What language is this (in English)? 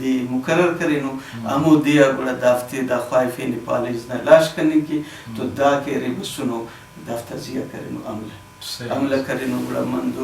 Brahui